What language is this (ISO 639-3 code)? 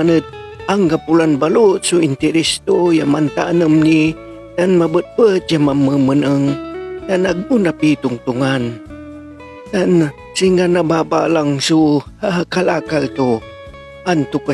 pag